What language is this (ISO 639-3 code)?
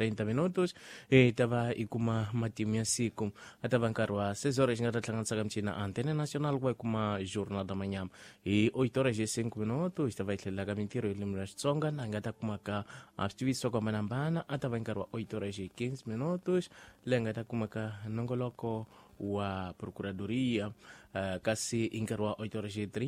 tso